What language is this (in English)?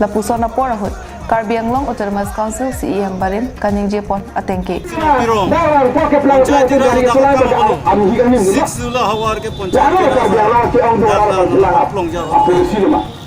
Karbi